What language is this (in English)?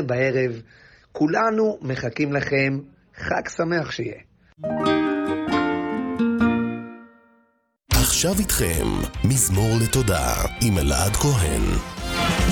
Hebrew